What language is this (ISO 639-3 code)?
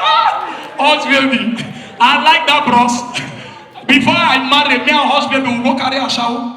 pcm